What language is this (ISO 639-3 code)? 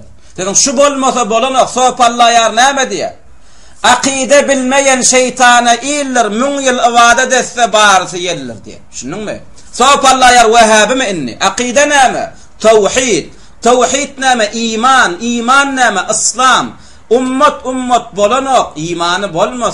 tuk